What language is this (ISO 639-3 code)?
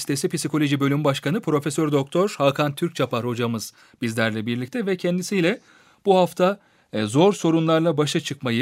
tur